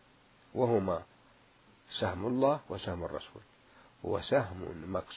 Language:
Mesopotamian Arabic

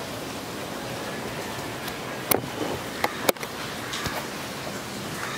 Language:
Malayalam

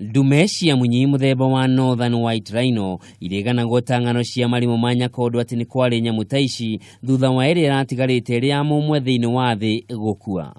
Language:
Kikuyu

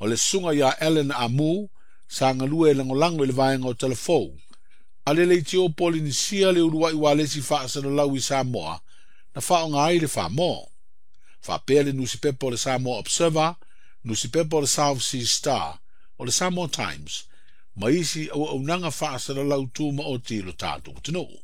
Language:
Samoan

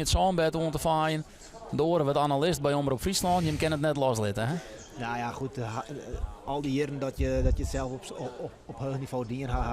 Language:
Western Frisian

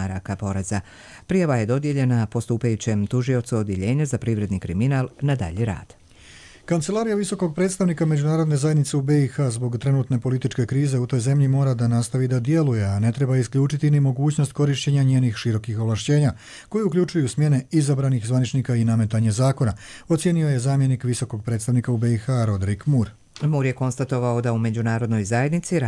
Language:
Croatian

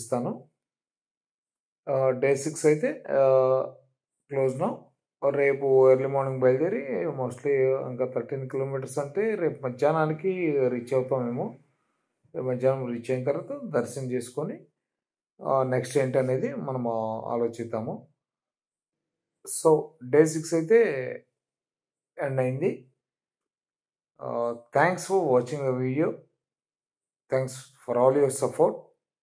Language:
Telugu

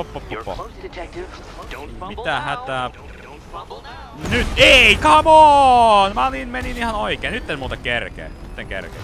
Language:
Finnish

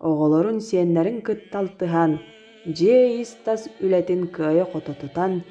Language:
Yakut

